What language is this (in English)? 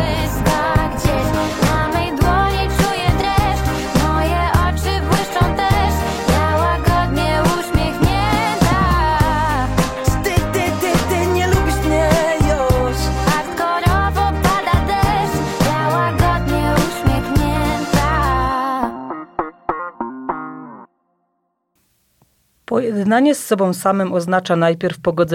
Polish